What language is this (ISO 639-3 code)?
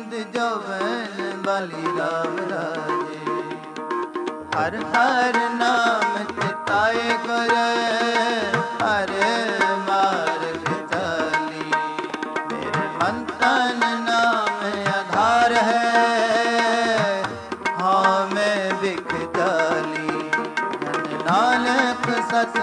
pan